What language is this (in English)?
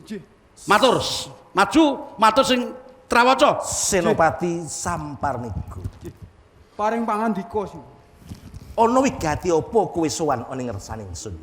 Javanese